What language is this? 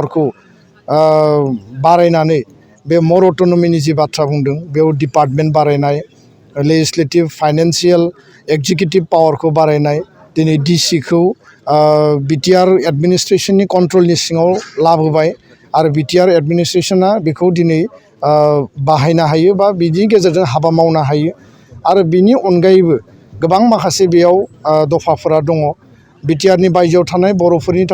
Bodo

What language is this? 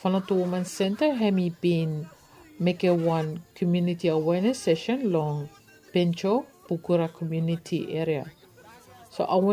Bislama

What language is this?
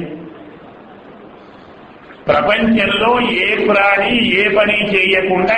Telugu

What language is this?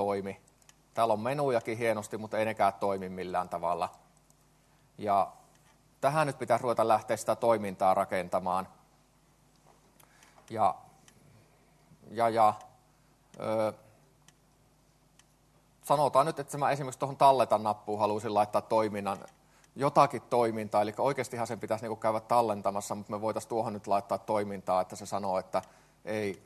Finnish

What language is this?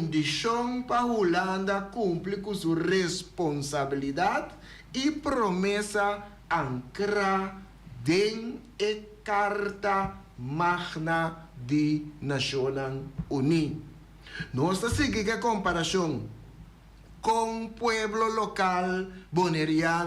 Papiamento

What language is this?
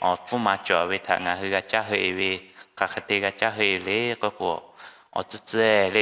Lahu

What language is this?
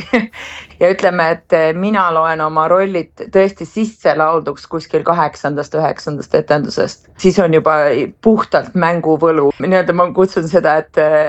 Estonian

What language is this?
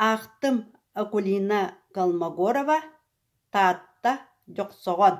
Yakut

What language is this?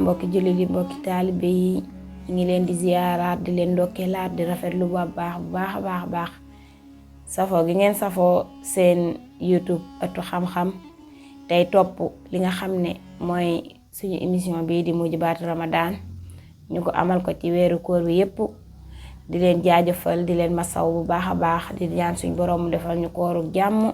Wolof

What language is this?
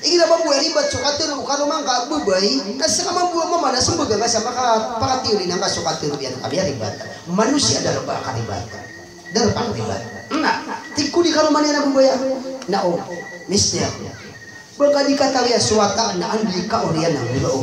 Maranao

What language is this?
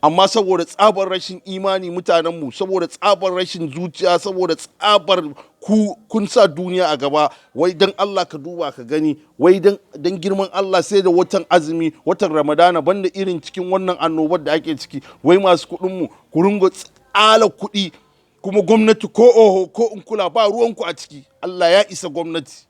Hausa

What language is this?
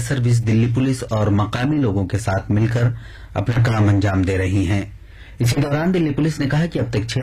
Urdu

